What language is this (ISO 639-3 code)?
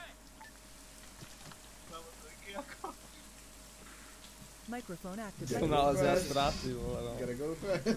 ces